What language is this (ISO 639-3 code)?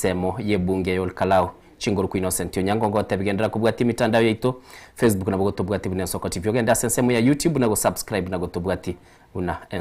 guz